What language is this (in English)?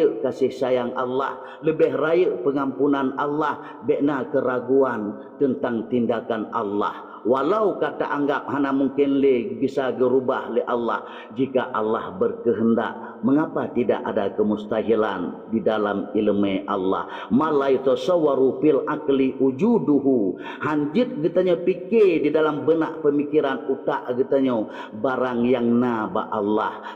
Achinese